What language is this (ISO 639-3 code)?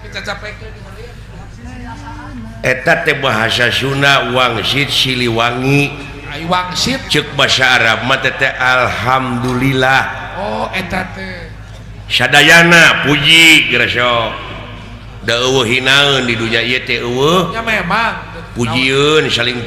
sun